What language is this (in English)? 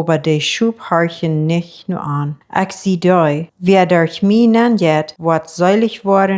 Plautdietsch